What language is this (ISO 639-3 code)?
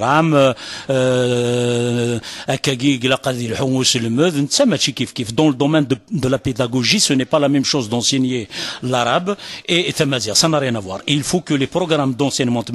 kab